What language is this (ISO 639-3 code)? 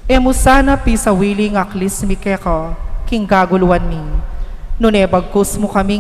pam